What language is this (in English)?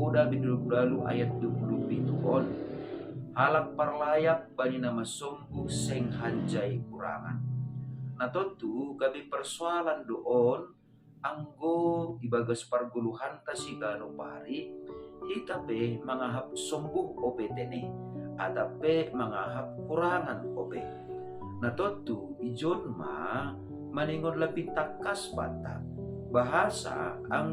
Batak Simalungun